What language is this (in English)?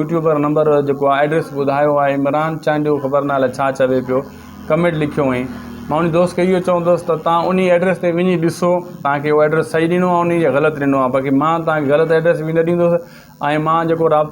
Sindhi